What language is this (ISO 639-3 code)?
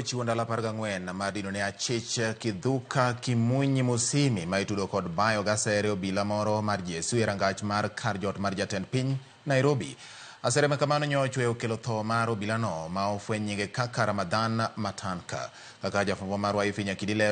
luo